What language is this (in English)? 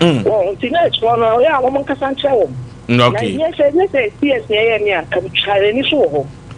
Akan